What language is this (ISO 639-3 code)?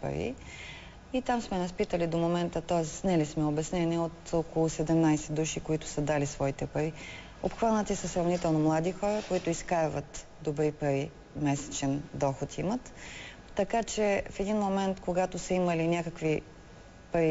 bul